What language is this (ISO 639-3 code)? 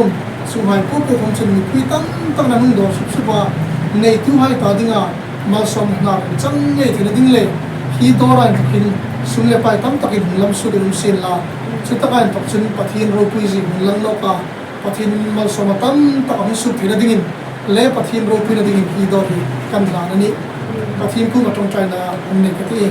hmr